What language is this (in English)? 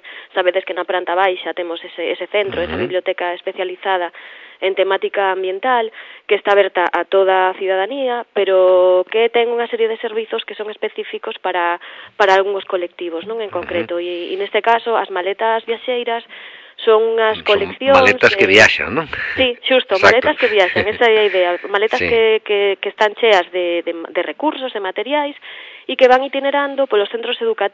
Galician